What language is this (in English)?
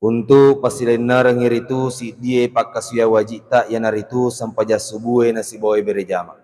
Buginese